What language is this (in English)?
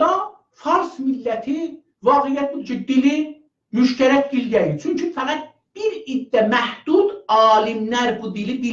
South Azerbaijani